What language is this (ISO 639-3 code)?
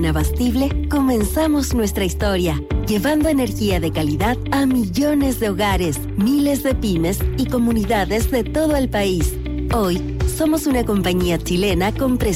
spa